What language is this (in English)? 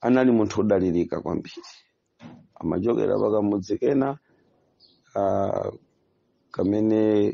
Nyanja